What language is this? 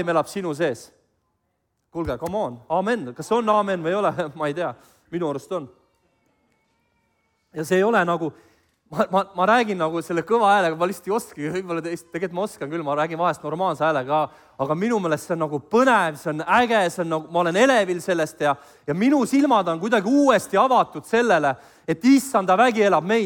Estonian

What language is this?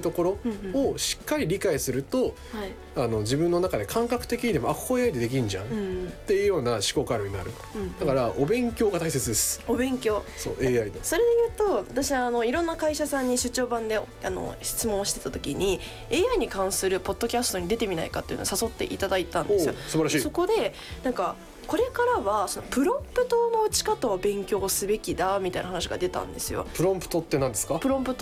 Japanese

